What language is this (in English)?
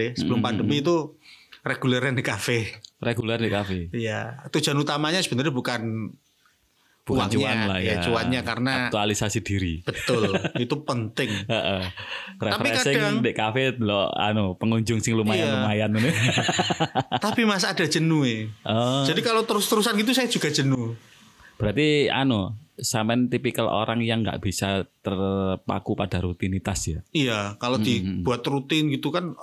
Indonesian